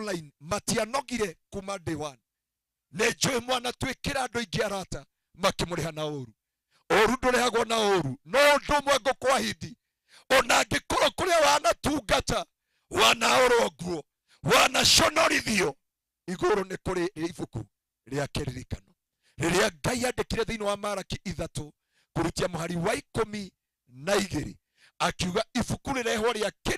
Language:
Kikuyu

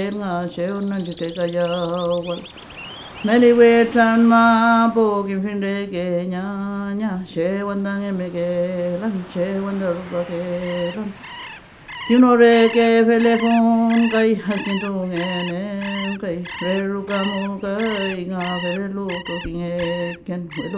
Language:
Mapuche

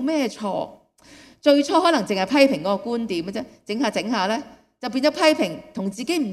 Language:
Cantonese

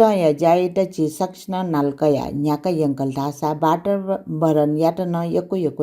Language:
Newari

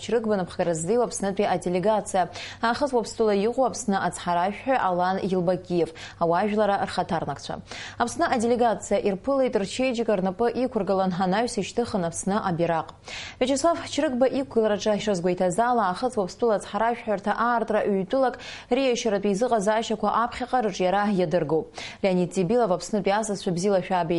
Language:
Abkhazian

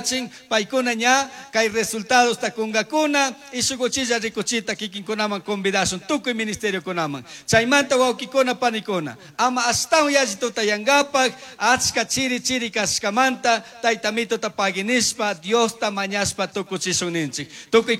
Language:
Chimborazo Highland Quichua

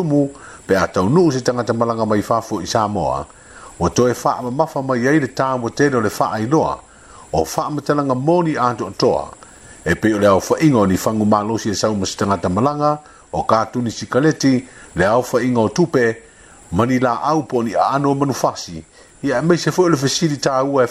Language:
Samoan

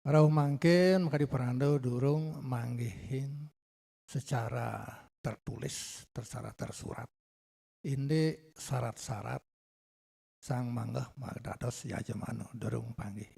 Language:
Balinese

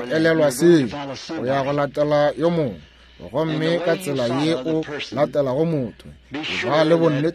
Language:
Northern Sotho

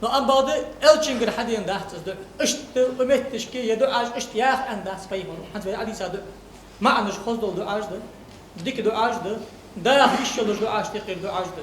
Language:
Ingush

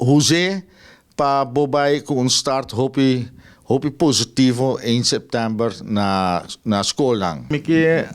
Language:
Papiamento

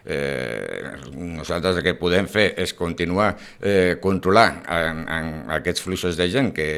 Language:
Catalan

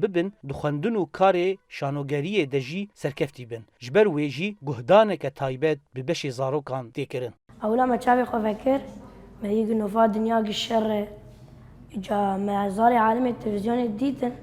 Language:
Kurdish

